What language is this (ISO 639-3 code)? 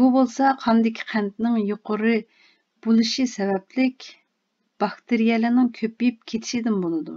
uig